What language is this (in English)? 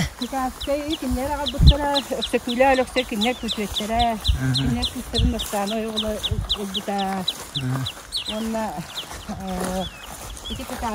Yakut